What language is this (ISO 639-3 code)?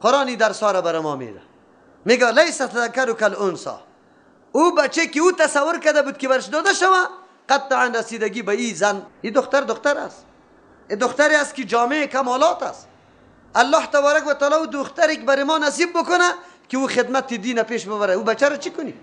fas